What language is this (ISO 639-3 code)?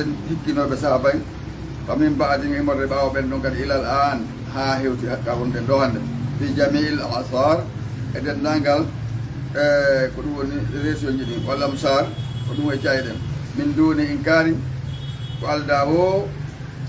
ful